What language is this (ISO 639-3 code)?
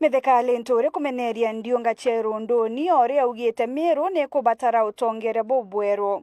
mer